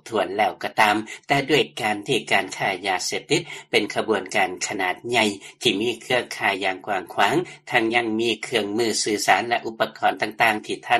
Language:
Lao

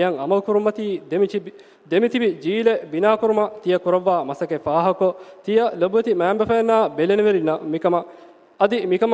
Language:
Divehi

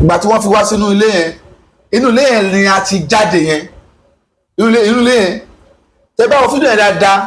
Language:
Yoruba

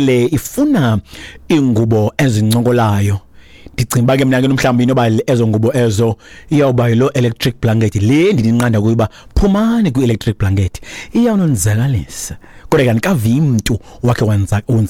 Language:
Xhosa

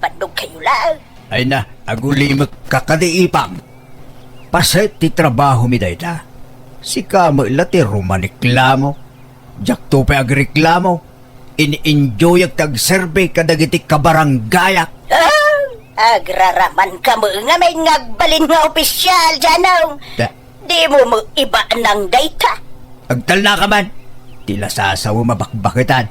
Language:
Iloko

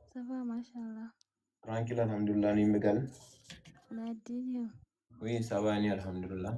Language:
Fula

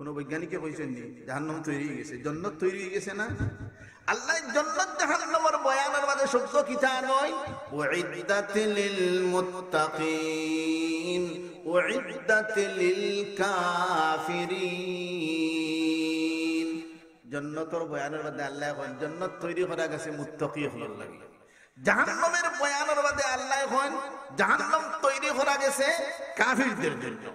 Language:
Sylheti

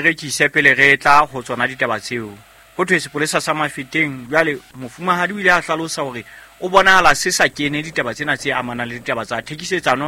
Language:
Southern Sotho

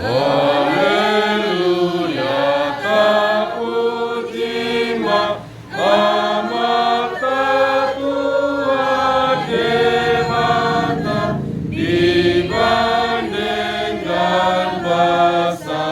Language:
Batak Toba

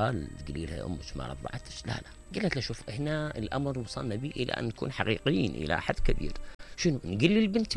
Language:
Mesopotamian Arabic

